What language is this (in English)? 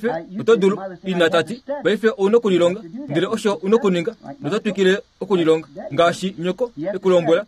Kuanyama